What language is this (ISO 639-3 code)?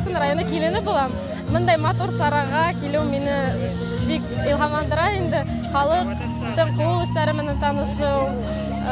bak